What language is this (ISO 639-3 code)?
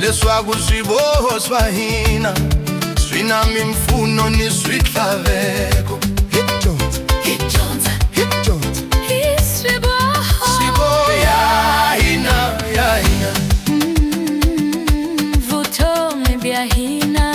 tso